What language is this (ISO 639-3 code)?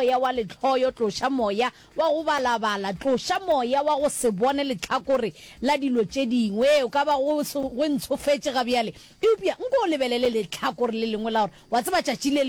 nso